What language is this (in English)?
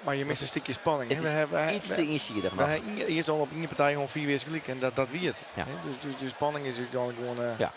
Western Frisian